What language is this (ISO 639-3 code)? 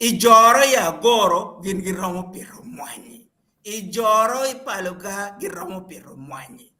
ach